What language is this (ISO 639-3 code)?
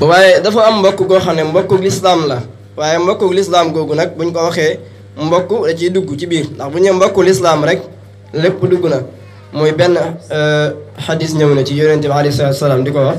wol